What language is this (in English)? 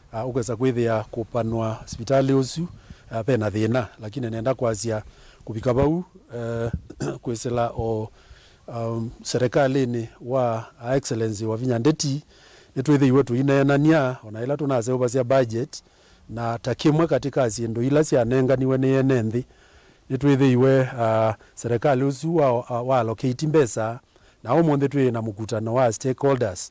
Kamba